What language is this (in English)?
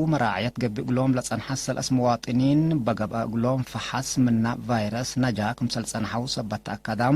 Tigre